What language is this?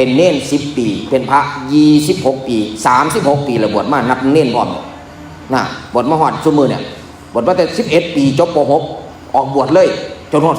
Northeastern Thai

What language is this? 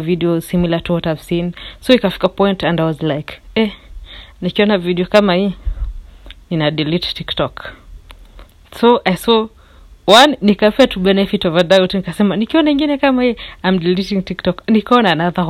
Swahili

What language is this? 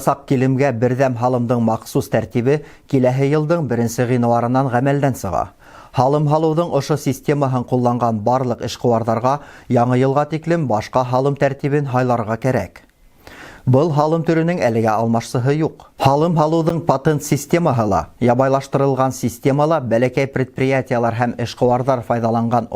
Bashkir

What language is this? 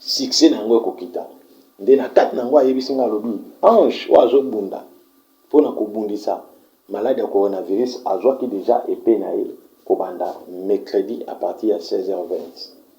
Lingala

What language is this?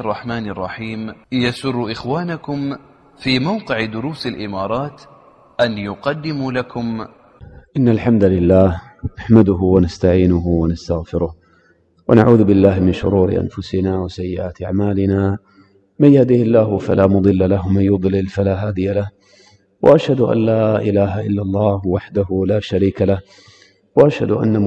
Arabic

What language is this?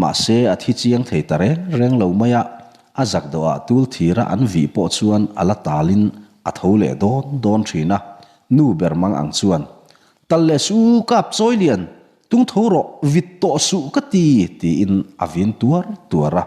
Mizo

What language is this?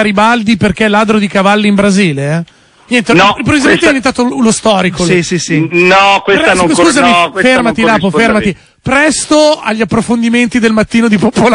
Italian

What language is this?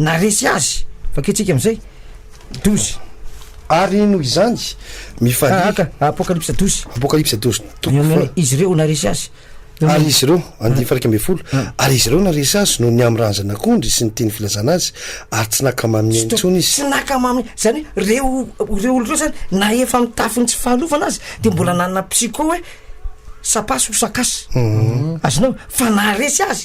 Malagasy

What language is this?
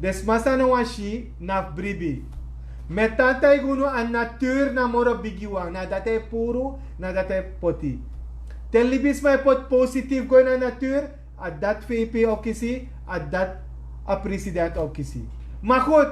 Sranan Tongo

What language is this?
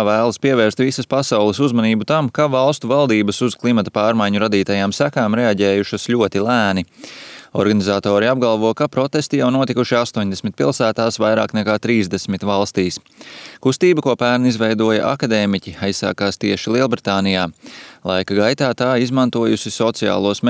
Latvian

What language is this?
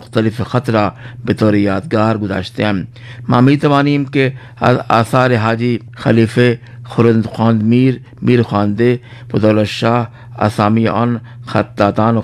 Urdu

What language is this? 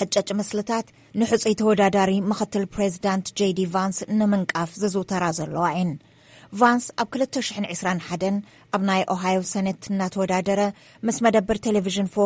Tigrinya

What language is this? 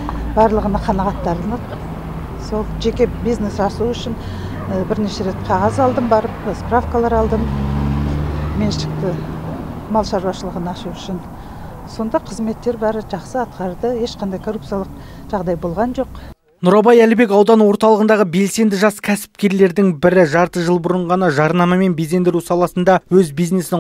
Kazakh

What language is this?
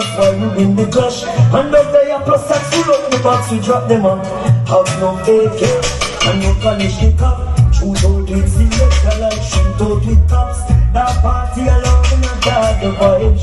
Jamaican Creole English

